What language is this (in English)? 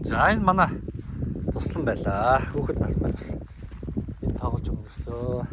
Mongolian